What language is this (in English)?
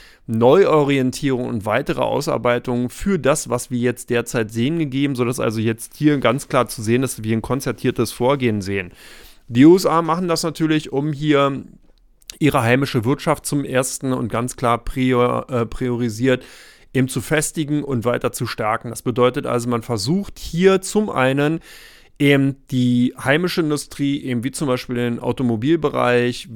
German